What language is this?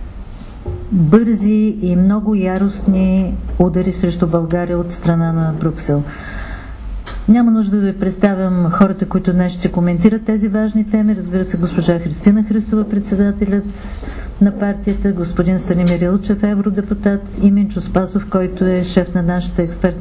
Bulgarian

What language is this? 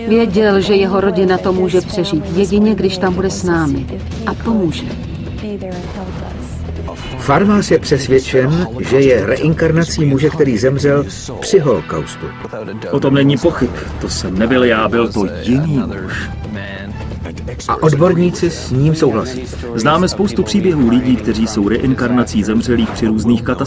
Czech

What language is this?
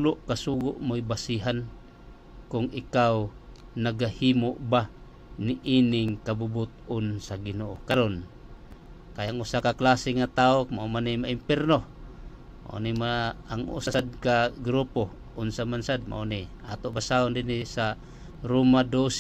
Cebuano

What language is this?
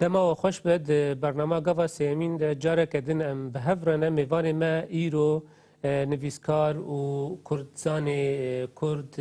Kurdish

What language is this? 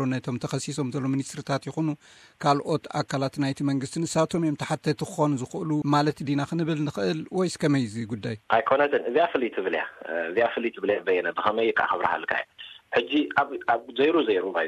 Tigrinya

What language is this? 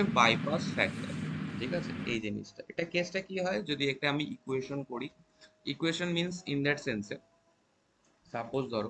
Bangla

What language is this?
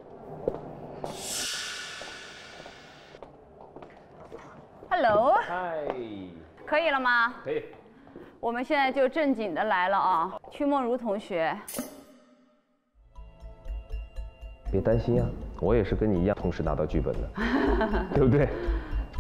Chinese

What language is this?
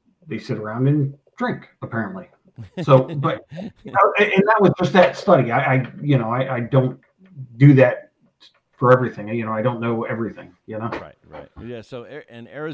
English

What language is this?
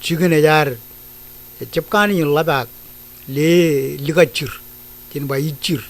Marshallese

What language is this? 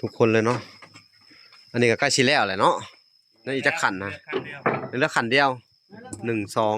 Lao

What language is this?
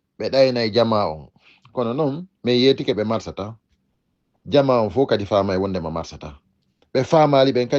Fula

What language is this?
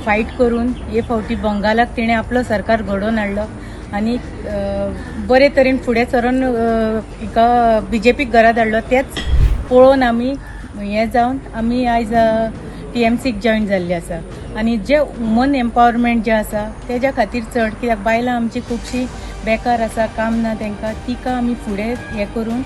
Konkani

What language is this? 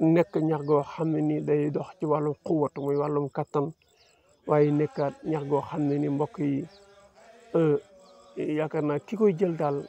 Wolof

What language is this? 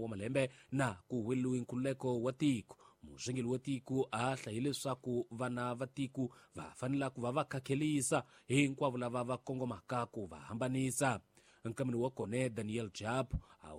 Tsonga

